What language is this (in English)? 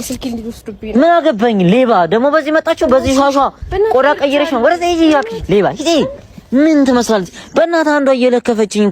Amharic